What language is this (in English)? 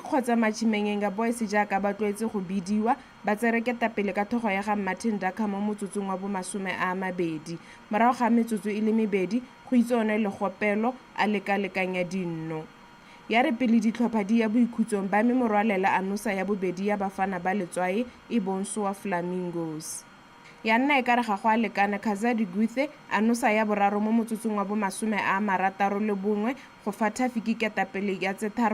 Tswana